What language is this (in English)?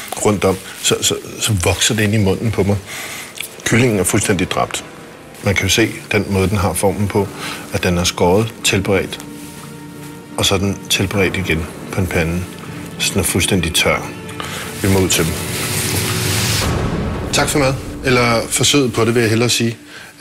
Danish